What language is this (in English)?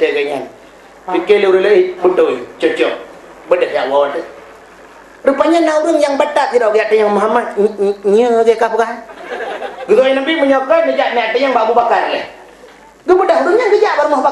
Achinese